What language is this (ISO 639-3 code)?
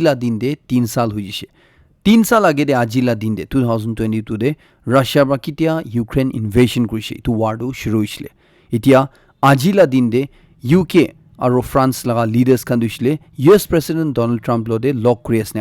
nag